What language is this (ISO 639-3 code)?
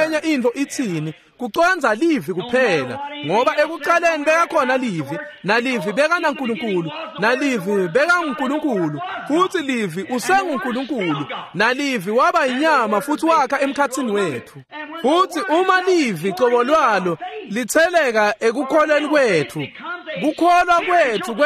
ssw